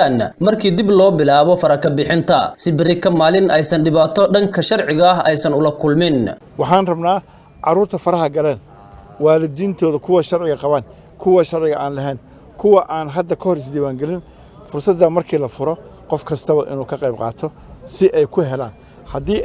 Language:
Somali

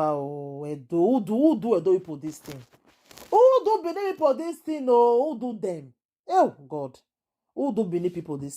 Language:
Nigerian Pidgin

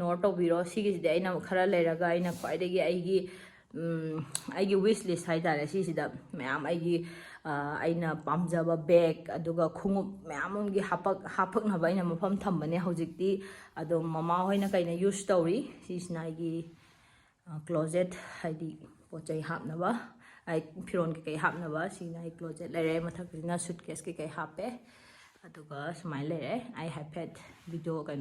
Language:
Manipuri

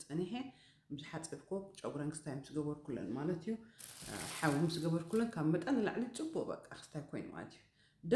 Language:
Tigrinya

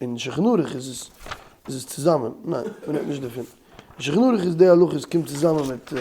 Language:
Yiddish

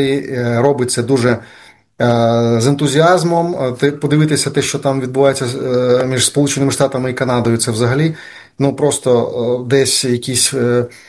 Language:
Ukrainian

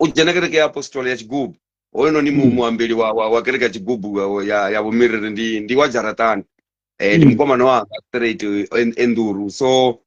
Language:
Venda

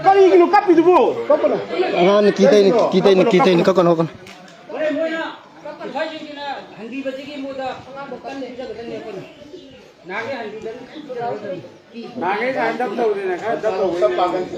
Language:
Manipuri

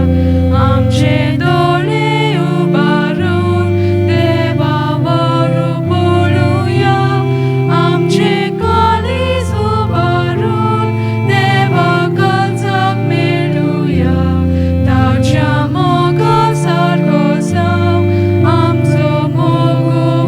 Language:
Konkani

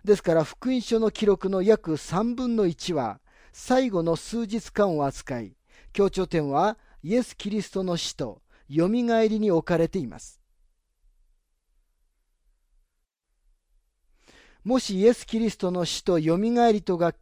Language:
Japanese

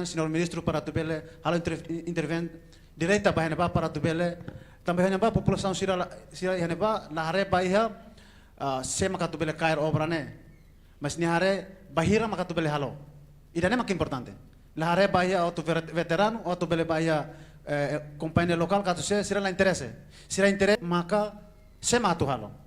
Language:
Tetum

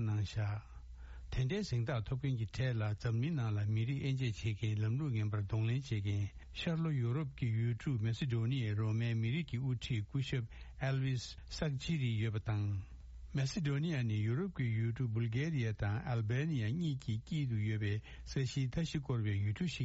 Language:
Tibetan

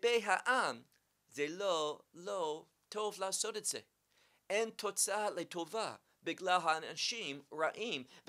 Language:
Hebrew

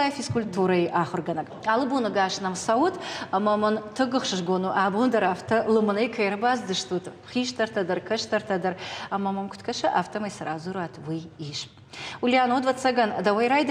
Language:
Ossetic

